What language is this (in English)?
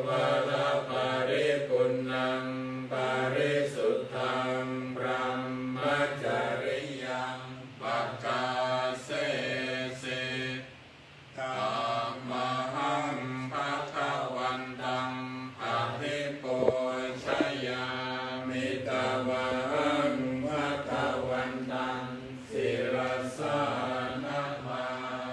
Pali